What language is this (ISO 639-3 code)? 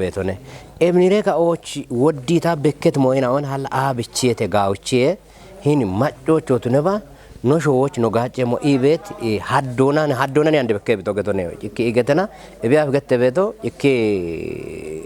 kbr